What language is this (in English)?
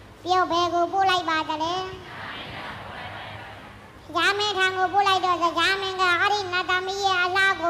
Burmese